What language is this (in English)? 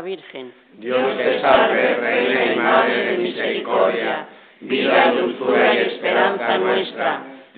Spanish